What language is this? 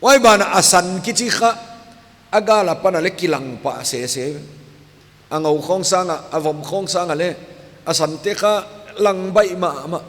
Paite Chin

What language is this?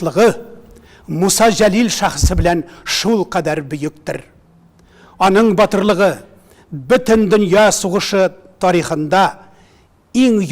Tatar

